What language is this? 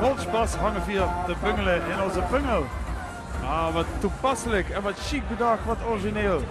Limburgish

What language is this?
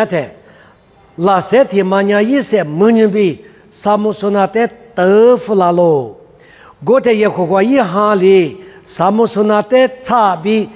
Lisu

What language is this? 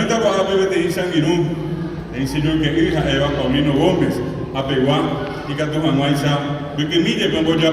Guarani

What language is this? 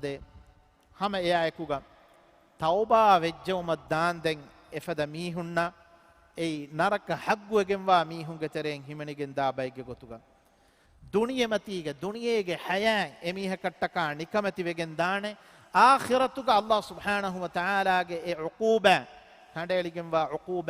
Divehi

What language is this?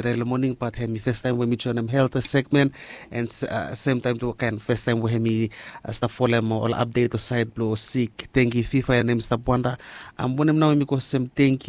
Bislama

